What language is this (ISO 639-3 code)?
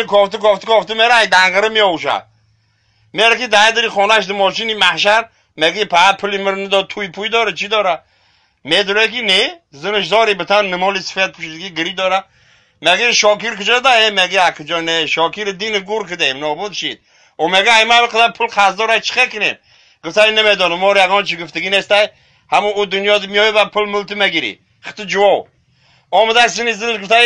tgk